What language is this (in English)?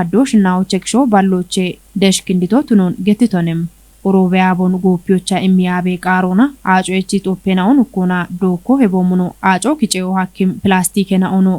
Kafa